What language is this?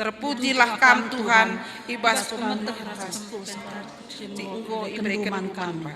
Batak Karo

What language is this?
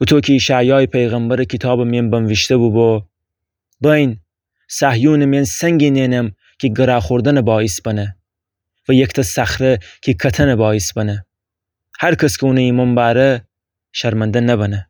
Gilaki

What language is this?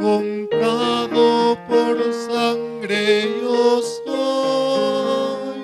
Aymara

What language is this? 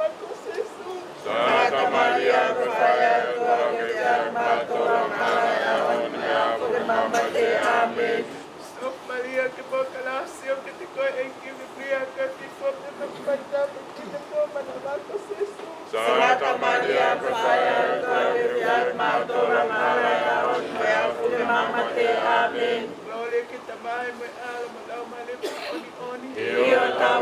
Tongan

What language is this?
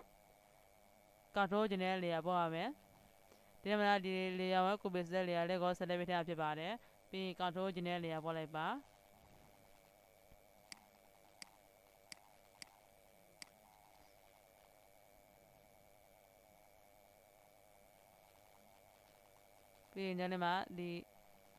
Burmese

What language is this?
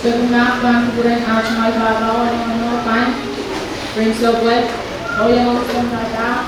Pohnpeian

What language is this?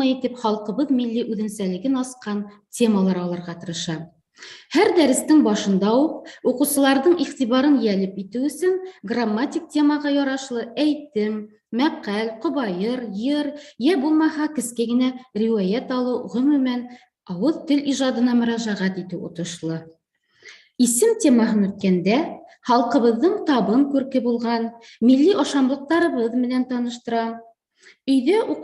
Bashkir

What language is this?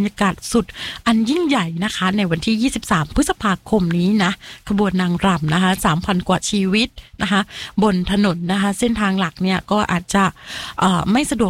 Thai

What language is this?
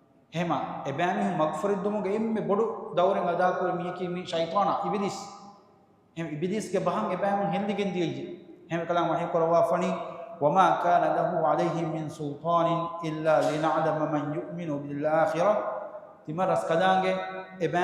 Divehi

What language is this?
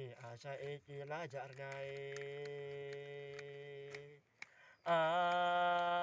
Khasi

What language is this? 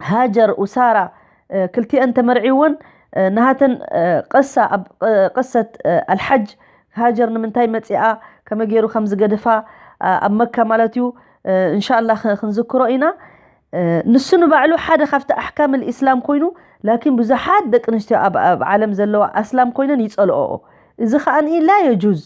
Tigrinya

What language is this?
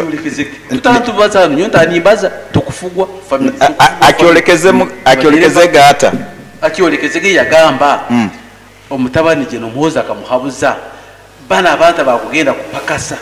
Nyoro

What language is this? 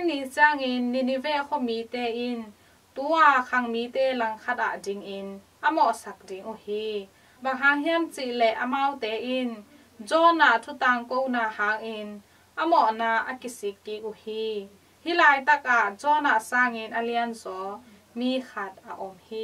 Tedim Chin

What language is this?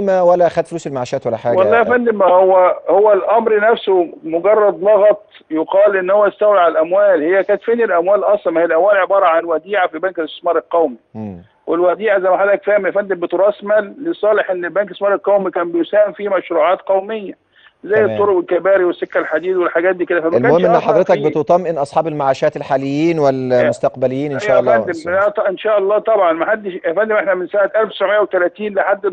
Egyptian Arabic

